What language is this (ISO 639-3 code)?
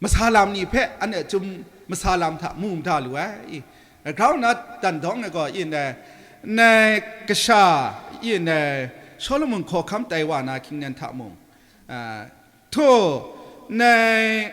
kac